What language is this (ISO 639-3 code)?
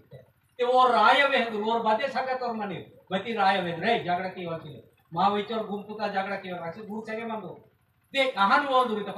esg